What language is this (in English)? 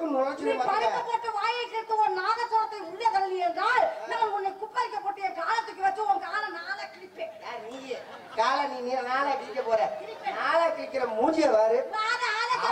Tamil